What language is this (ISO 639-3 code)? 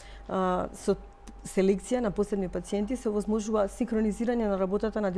mkd